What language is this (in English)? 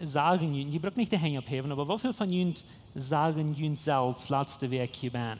Plautdietsch